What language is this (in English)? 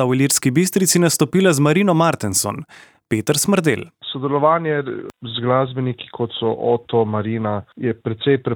Slovenian